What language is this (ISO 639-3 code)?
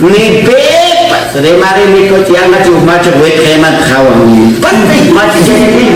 quy